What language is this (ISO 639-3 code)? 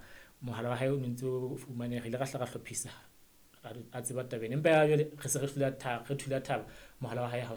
sot